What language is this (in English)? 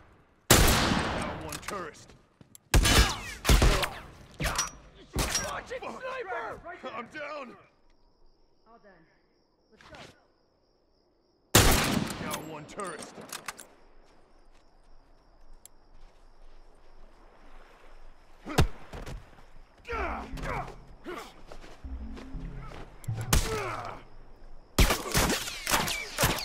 English